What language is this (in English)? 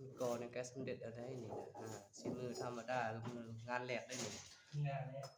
Lao